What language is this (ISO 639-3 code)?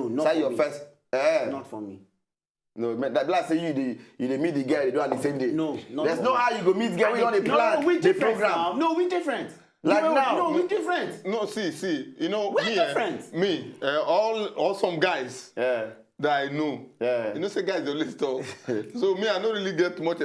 pcm